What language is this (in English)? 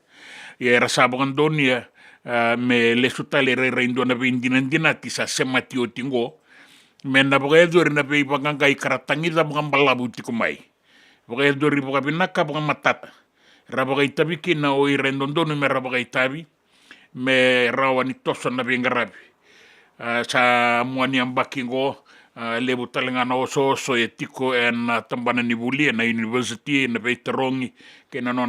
Fijian